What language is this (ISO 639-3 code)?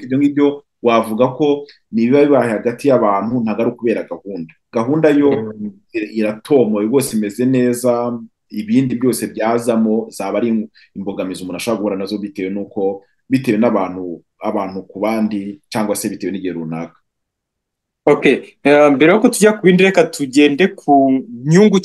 kin